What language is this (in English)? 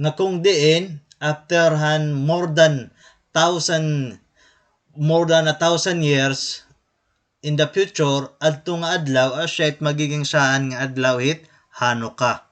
Waray